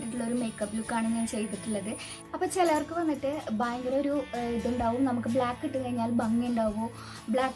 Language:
Malayalam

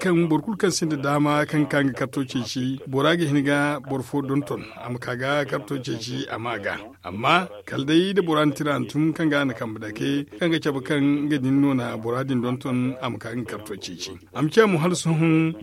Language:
Zarma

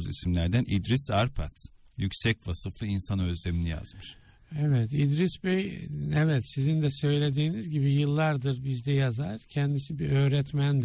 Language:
Turkish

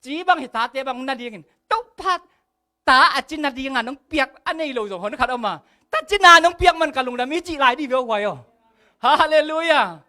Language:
Tedim Chin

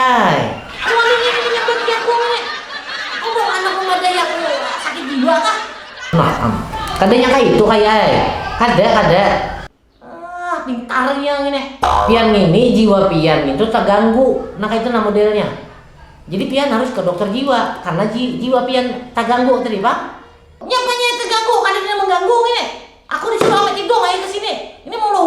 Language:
Banjar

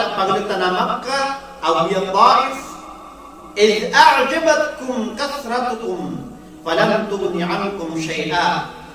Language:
Maranao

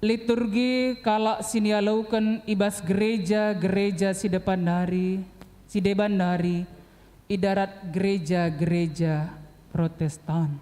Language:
Batak Karo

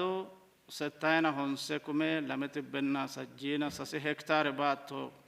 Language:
Sidamo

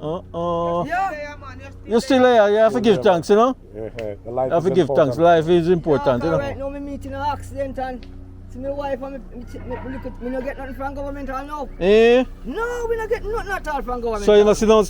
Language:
Jamaican Creole English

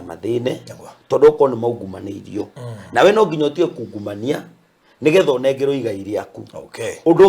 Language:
Kikuyu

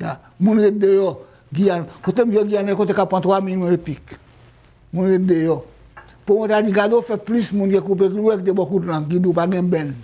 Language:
Haitian Creole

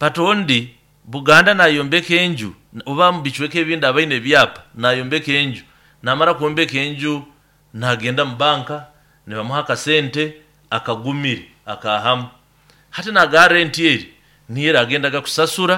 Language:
Nyoro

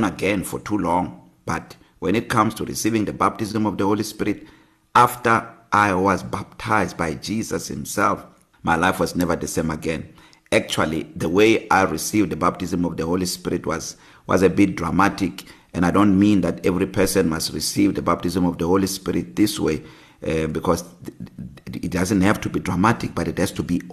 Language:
English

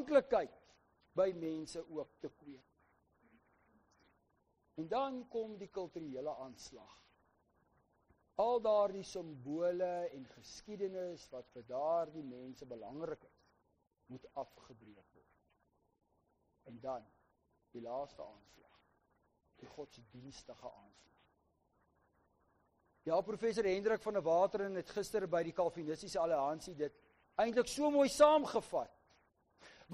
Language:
Afrikaans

